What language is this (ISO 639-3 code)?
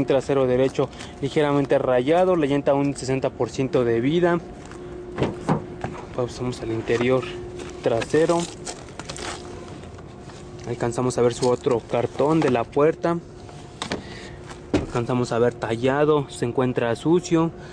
spa